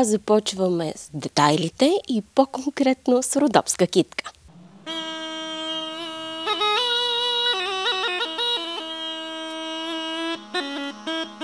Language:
Bulgarian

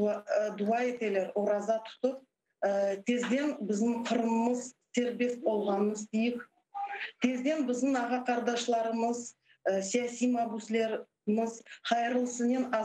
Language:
Crimean Tatar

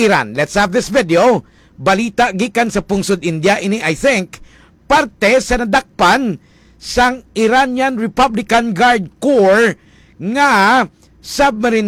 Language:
Hiligaynon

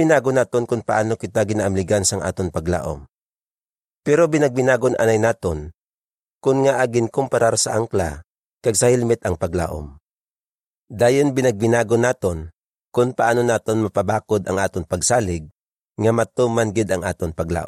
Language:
Hiligaynon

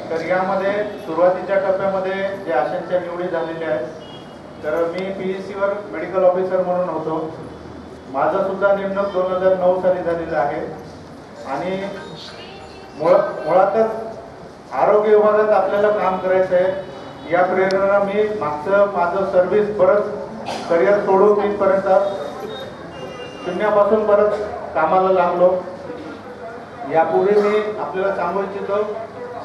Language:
Marathi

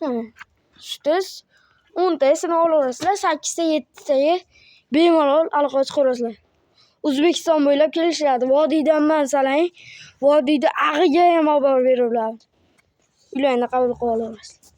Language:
Uzbek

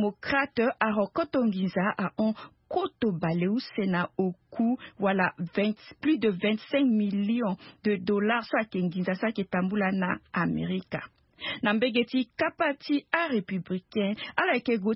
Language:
Sango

